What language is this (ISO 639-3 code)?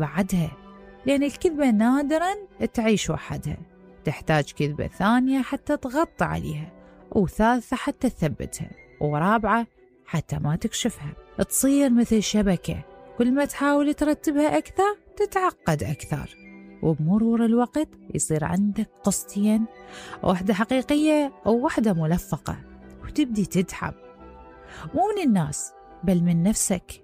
acm